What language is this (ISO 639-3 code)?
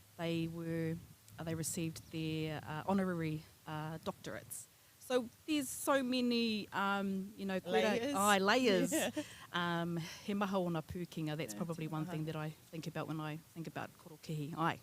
mri